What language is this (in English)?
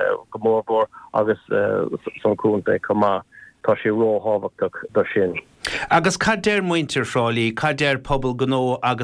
Irish